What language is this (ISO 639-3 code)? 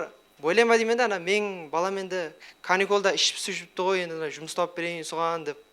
kaa